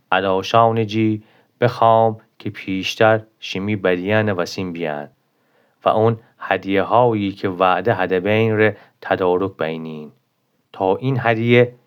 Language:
Gilaki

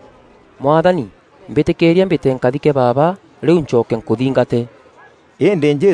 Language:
Meru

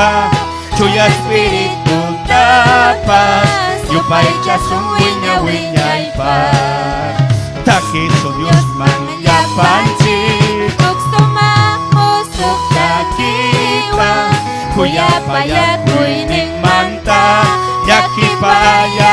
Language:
Ayacucho Quechua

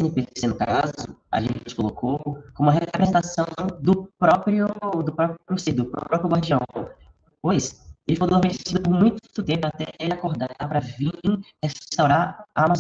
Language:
Portuguese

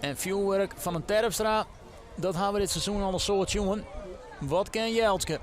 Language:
Western Frisian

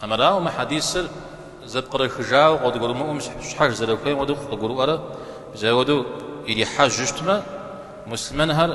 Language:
Kabardian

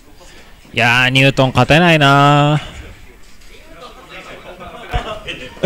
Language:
Japanese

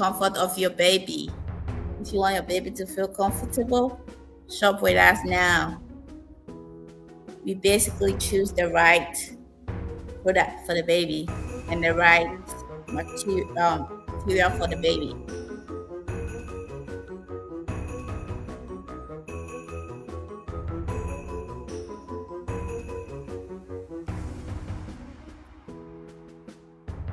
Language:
English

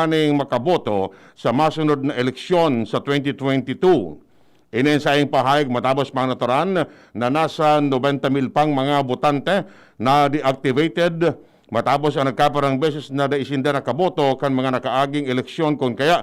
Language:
Bikol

